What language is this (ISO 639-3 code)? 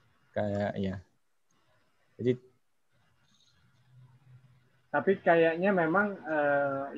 ind